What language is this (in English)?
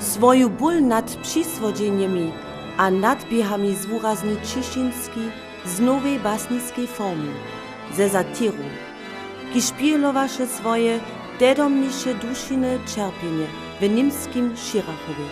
Upper Sorbian